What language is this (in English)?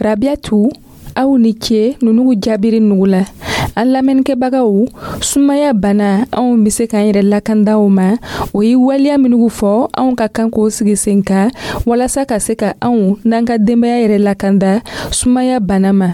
Dyula